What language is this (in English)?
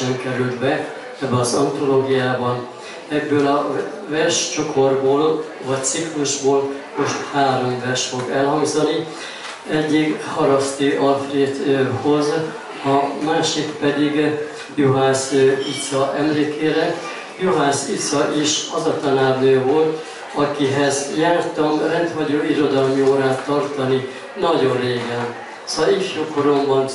Hungarian